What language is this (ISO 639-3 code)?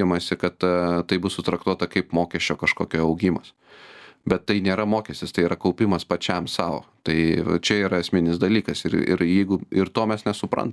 lit